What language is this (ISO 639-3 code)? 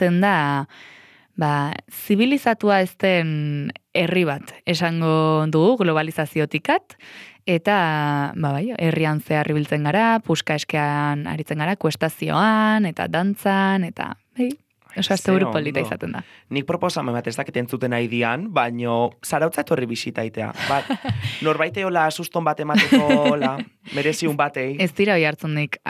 eus